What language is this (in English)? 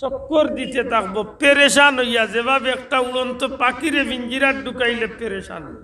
Sylheti